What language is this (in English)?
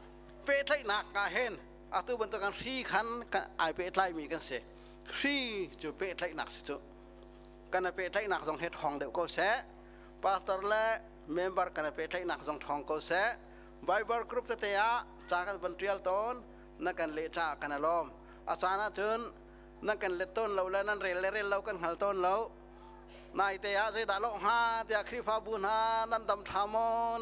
Hakha Chin